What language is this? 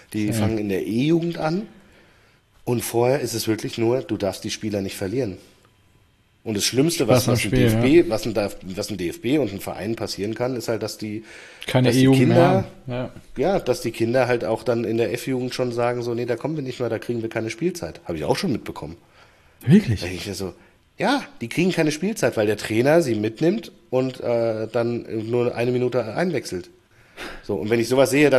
German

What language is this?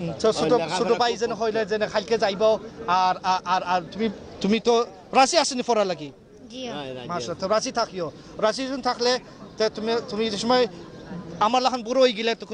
Sylheti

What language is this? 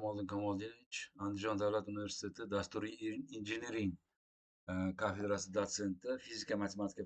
Uzbek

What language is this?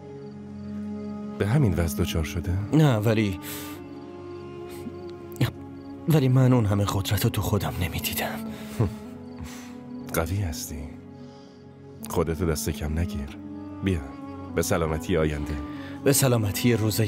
Persian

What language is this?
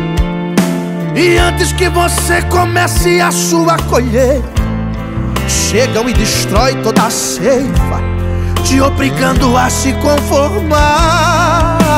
Portuguese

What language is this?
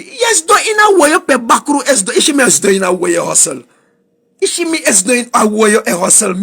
Sranan Tongo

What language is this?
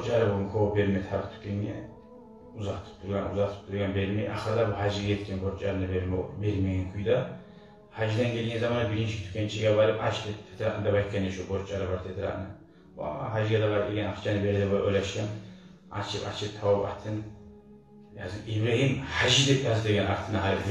Kumyk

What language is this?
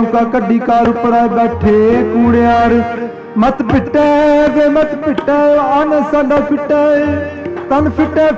Punjabi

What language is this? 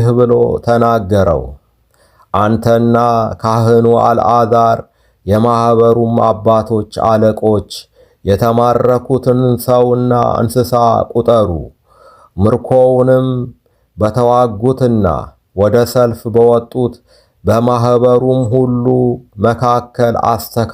Amharic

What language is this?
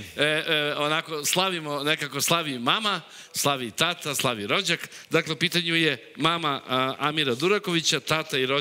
Serbian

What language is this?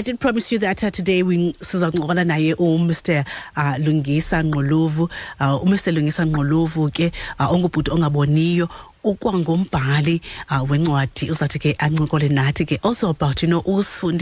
Xhosa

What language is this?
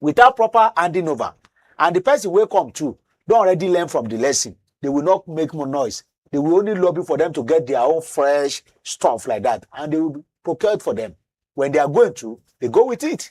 Nigerian Pidgin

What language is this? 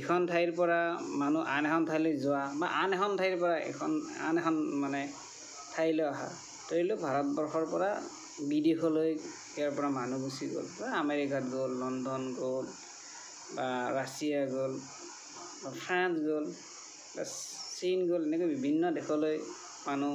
Assamese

